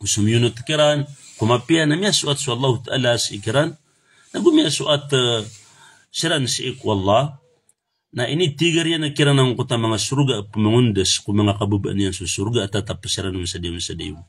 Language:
Maranao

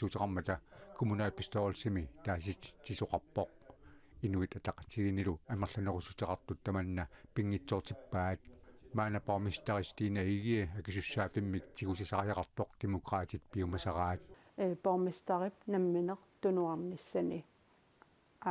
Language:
Kalaallisut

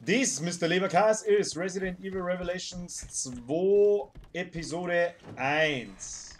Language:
Bavarian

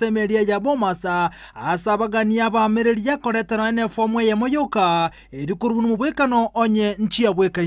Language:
Gusii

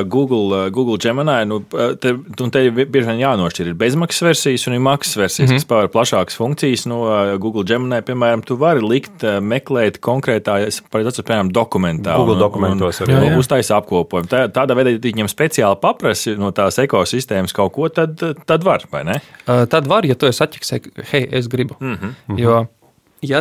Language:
Latvian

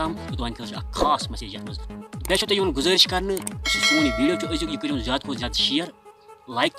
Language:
Kashmiri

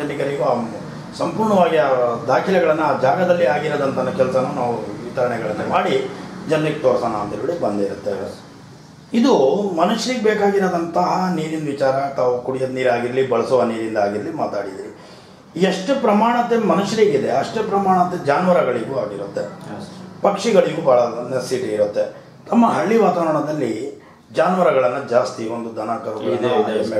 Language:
Kannada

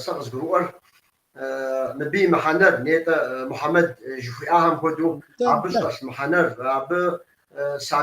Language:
Kabardian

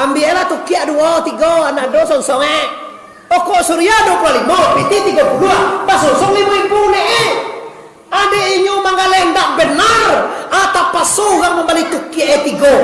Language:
Minangkabau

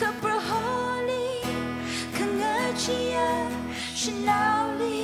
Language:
Tangkhul Naga (India)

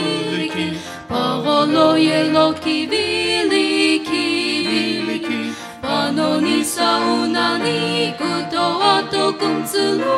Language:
Sumi Naga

